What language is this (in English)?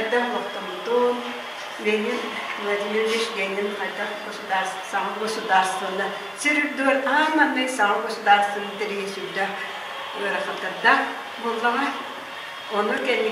Yakut